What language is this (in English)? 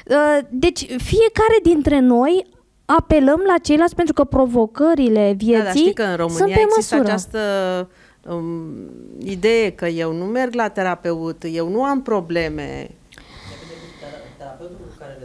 Romanian